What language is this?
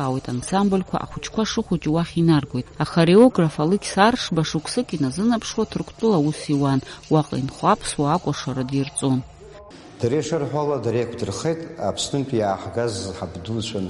Abkhazian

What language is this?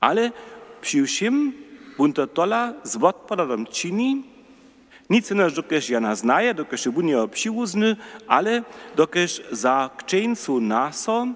Upper Sorbian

